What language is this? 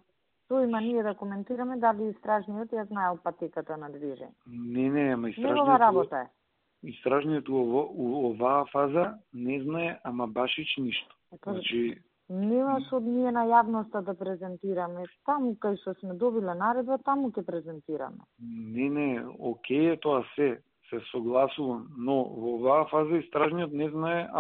Macedonian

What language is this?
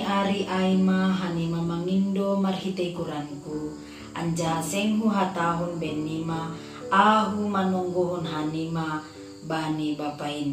Batak Simalungun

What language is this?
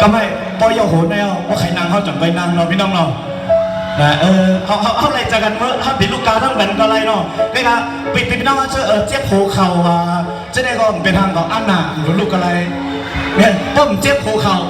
Shan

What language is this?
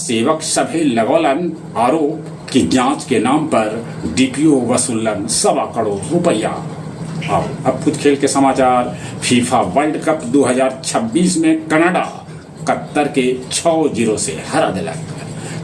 Magahi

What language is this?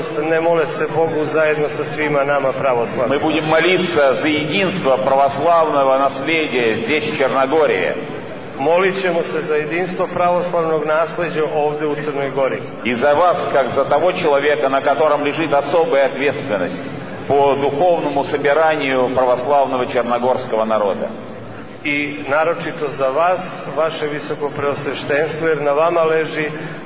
Serbian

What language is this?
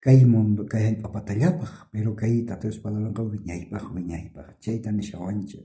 South Bolivian Quechua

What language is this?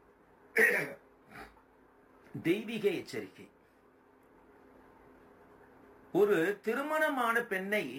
Tamil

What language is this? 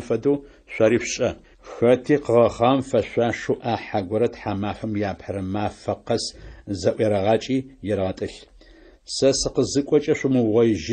Adyghe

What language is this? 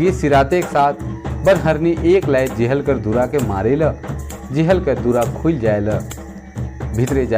Sadri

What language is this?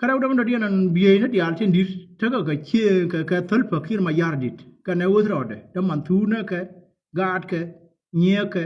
Nuer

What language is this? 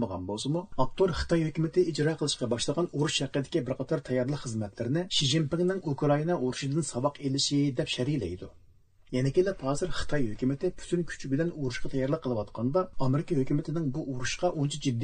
Uyghur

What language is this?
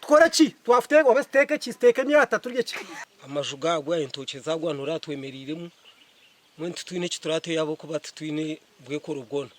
Nyankole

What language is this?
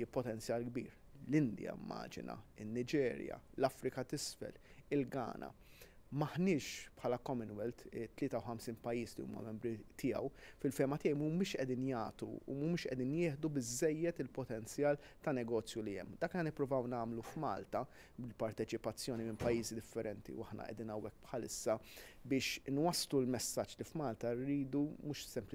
Maltese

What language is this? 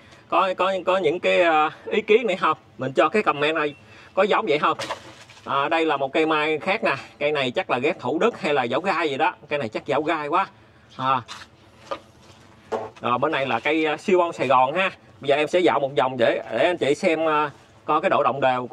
Vietnamese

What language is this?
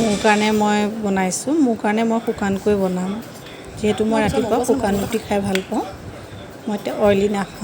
Assamese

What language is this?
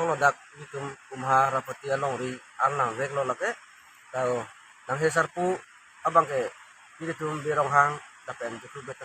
Karbi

